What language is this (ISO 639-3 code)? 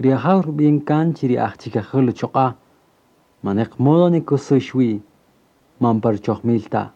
cak